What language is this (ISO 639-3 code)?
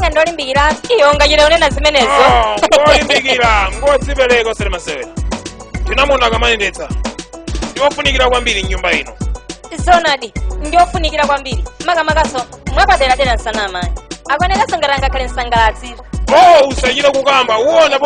nya